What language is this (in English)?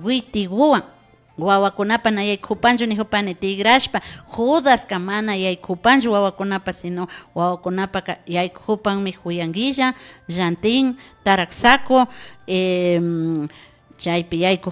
Imbabura Highland Quichua